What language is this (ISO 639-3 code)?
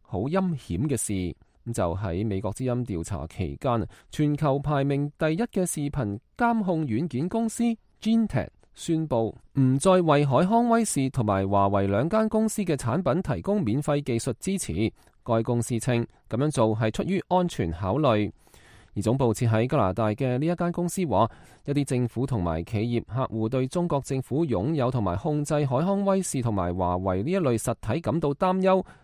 yue